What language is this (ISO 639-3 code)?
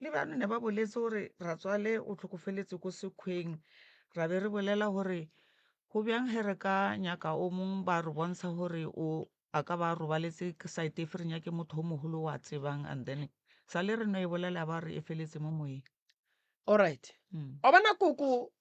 nso